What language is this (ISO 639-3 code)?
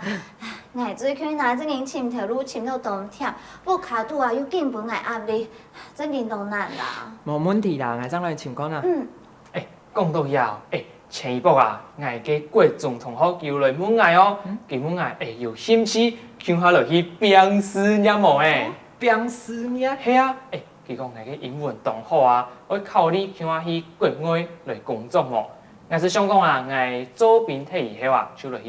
hak